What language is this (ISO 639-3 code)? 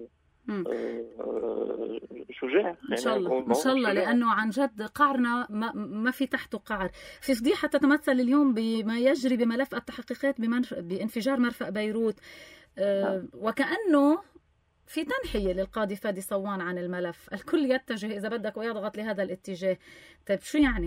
apc